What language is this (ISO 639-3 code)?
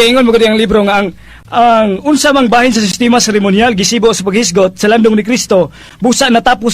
ceb